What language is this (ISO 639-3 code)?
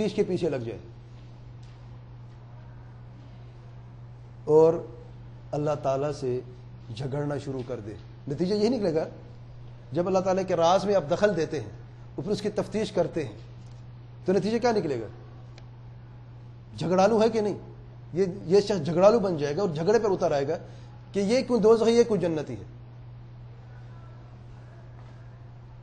urd